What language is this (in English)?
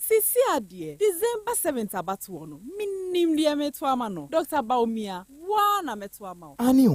Akan